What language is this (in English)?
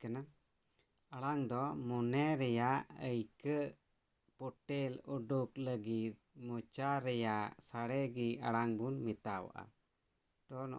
Santali